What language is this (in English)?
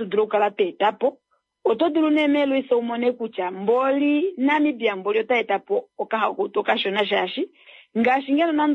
Kuanyama